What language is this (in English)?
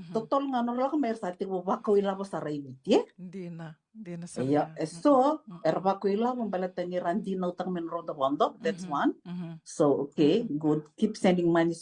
Fijian